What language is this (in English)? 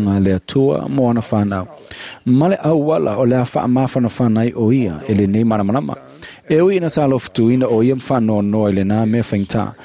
Samoan